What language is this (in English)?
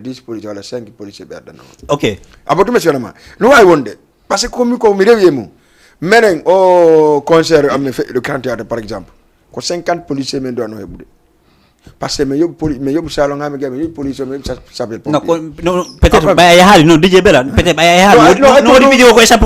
Fula